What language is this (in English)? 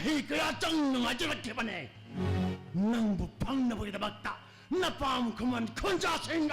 Manipuri